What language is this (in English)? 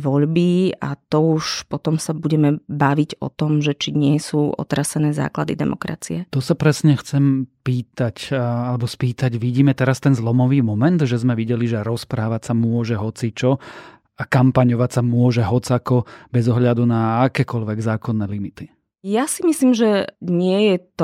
Slovak